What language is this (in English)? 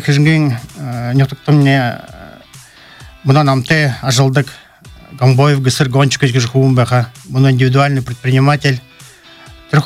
Buriat